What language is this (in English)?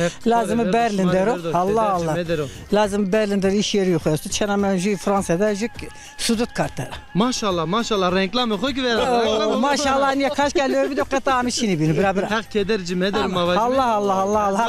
Zaza